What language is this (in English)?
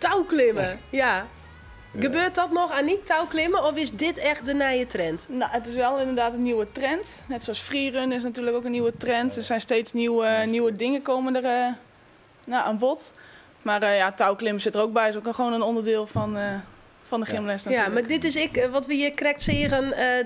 Western Frisian